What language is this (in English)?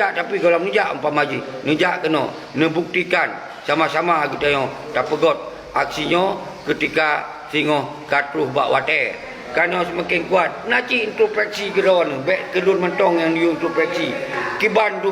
Achinese